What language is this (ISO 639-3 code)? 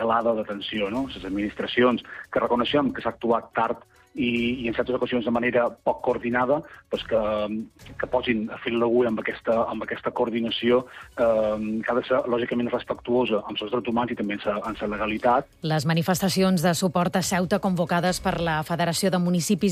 cat